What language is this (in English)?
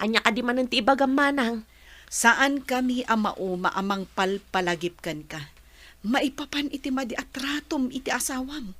Iloko